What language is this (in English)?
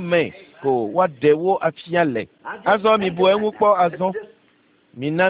Ewe